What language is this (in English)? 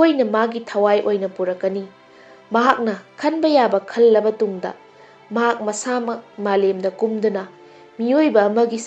Manipuri